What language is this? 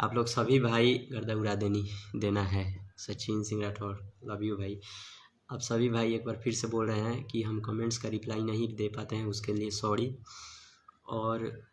Bhojpuri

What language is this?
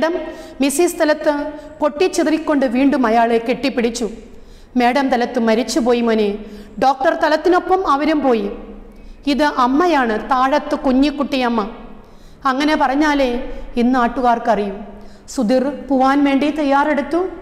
Malayalam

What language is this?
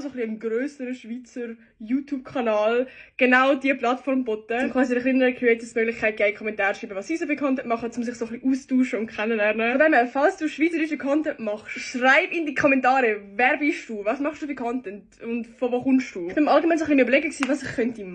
Swiss German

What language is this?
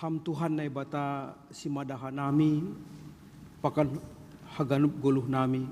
Batak Simalungun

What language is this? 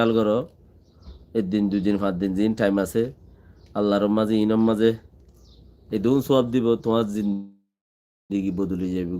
Rohingya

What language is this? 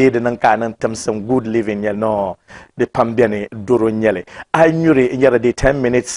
Dagbani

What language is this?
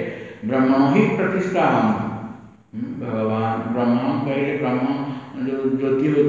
Odia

